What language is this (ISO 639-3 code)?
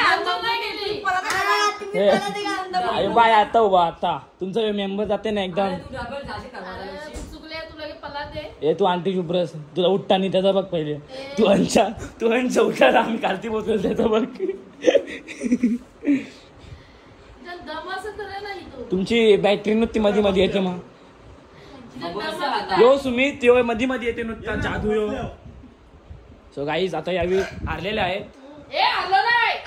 mar